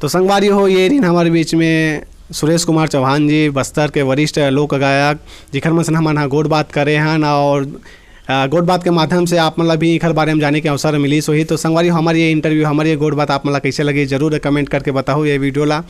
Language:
Chhattisgarhi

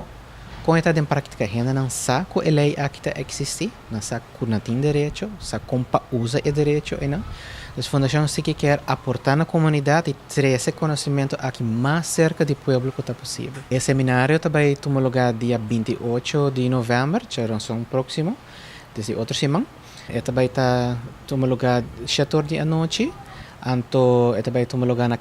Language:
Papiamento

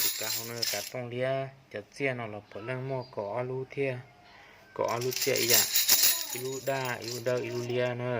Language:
Hmong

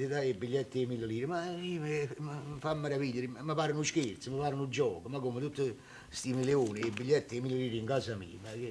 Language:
Neapolitan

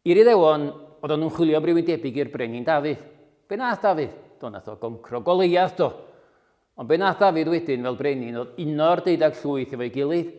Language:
Welsh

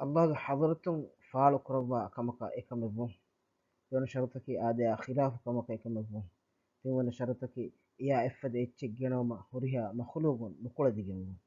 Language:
Divehi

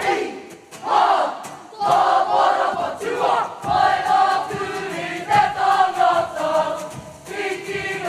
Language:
Māori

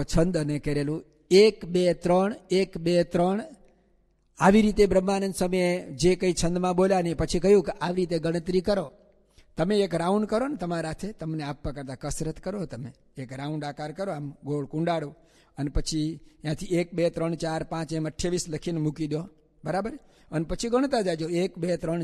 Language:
Gujarati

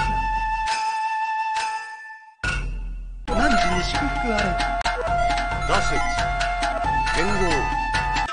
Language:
Japanese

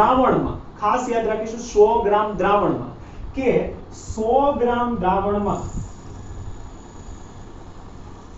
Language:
Gujarati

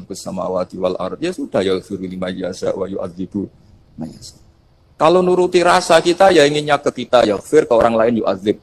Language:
Indonesian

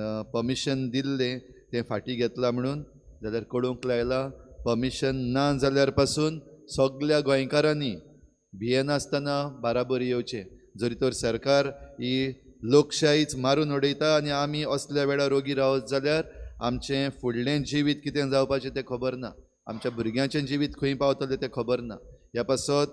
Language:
Konkani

